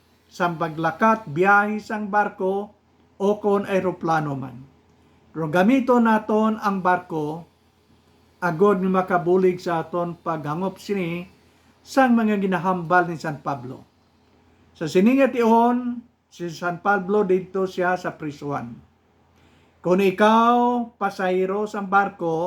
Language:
Hiligaynon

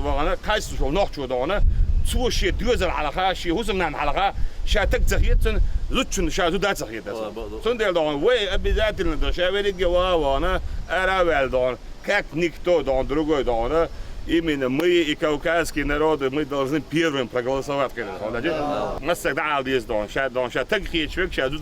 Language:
Chechen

